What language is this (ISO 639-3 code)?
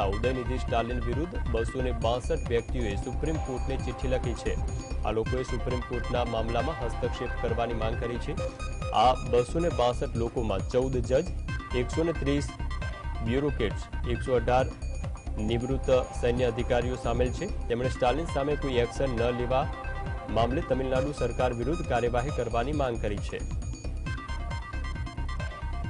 guj